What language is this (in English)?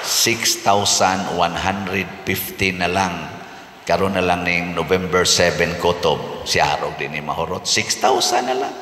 Cebuano